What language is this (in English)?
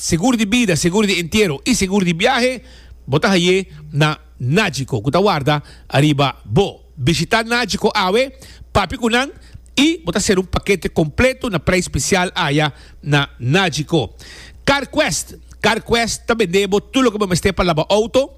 Papiamento